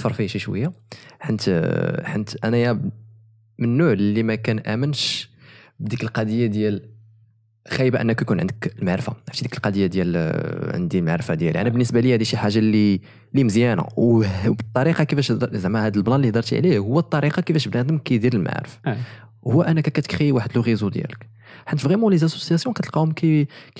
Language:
Moroccan Arabic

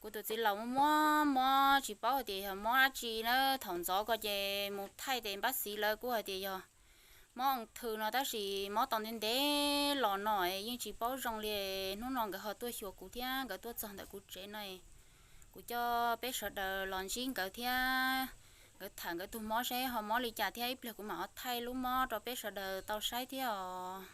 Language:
Hmong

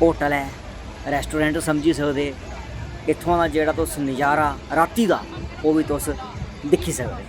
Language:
Dogri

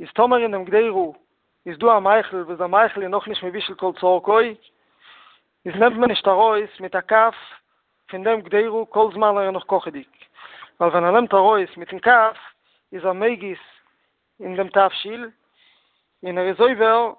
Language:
Yiddish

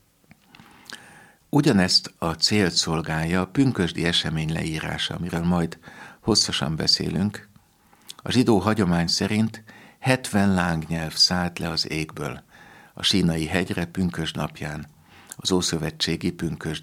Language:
Hungarian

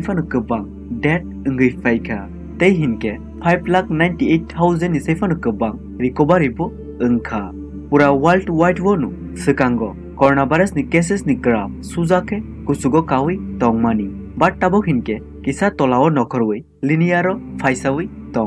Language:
Kok Borok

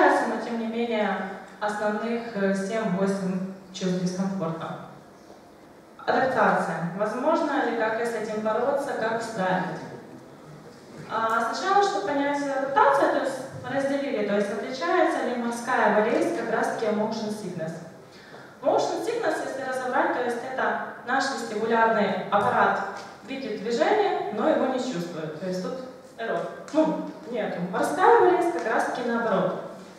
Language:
Russian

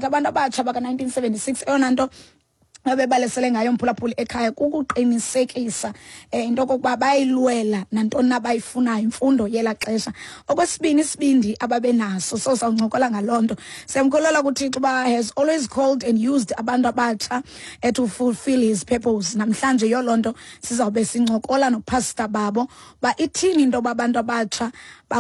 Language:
Xhosa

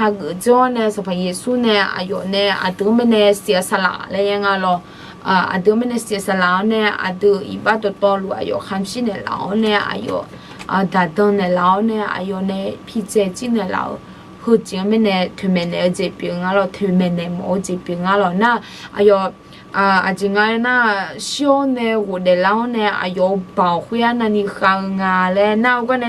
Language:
Akha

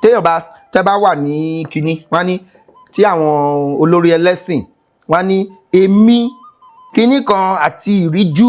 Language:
Yoruba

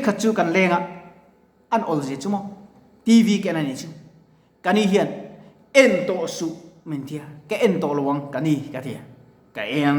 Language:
Mizo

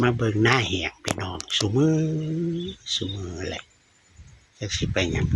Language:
Northeastern Thai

